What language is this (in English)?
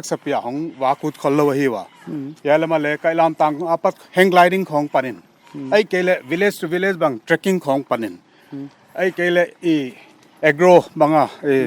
Paite Chin